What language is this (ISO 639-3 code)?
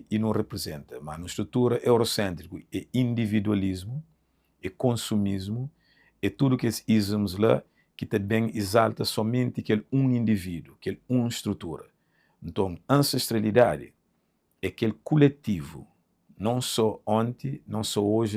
kea